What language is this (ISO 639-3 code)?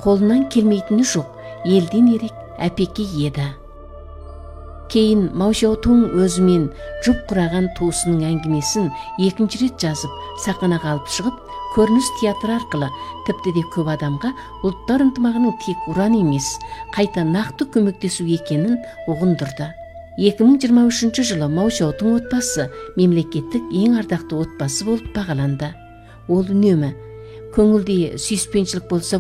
kaz